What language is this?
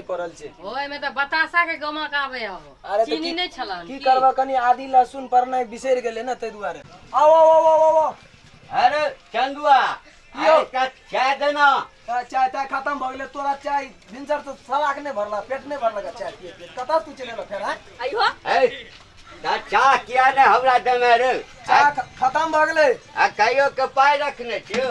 Maithili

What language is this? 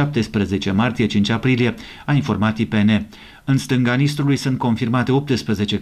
Romanian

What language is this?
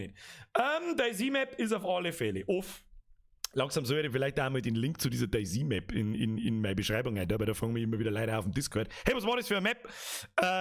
Bavarian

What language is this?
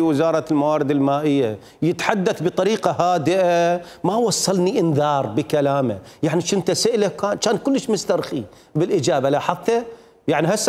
Mesopotamian Arabic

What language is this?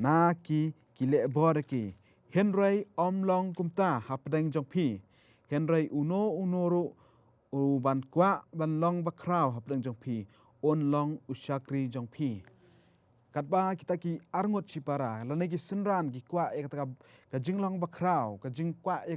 Khasi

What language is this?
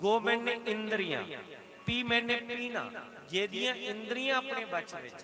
Dogri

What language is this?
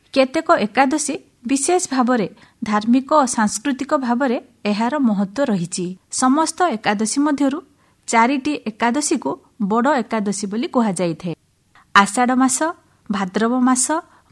Odia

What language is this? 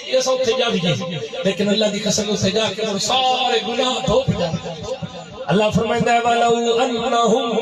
Saraiki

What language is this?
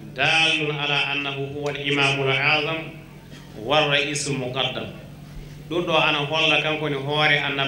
Fula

